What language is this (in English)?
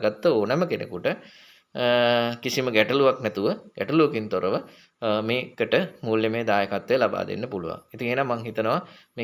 Sinhala